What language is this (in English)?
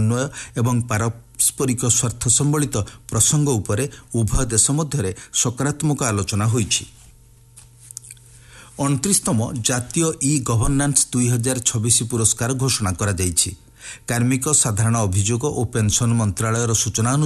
Odia